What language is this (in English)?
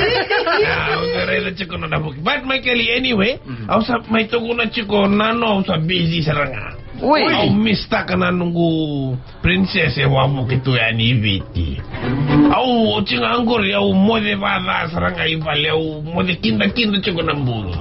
Fijian